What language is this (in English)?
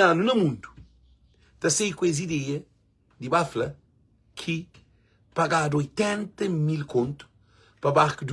Kabuverdianu